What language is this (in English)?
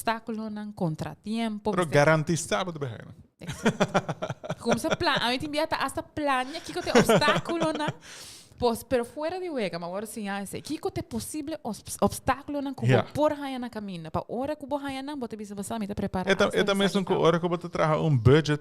Papiamento